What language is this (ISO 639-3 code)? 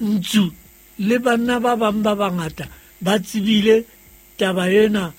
sot